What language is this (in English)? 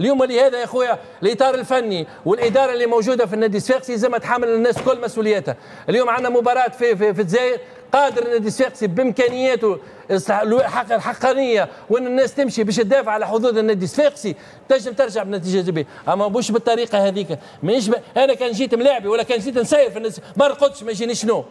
Tunisian Arabic